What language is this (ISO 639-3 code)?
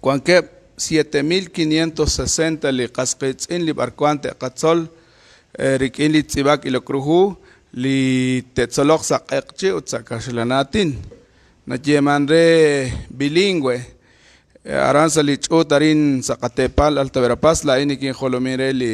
kek